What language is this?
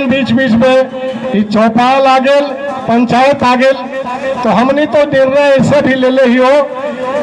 Magahi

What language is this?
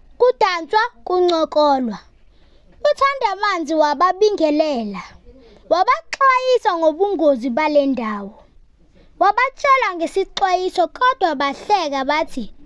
Zulu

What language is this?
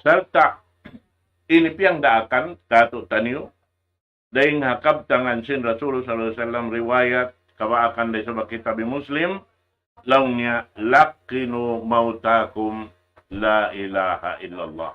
Tausug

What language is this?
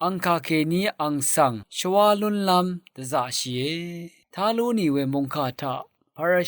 Rawang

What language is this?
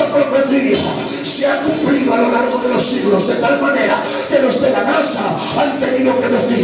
Spanish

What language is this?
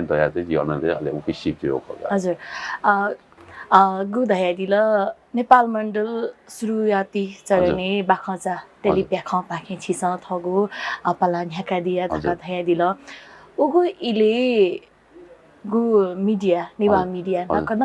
Newari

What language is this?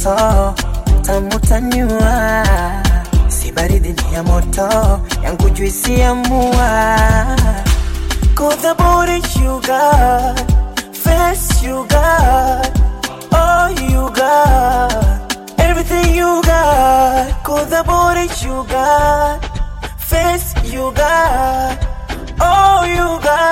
Swahili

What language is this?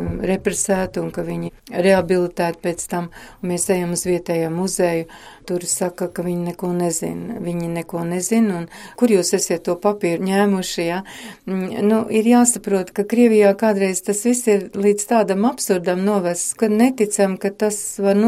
Latvian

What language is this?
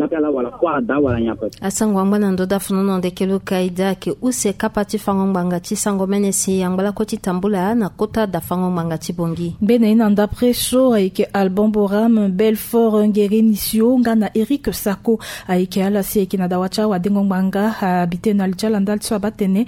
Sango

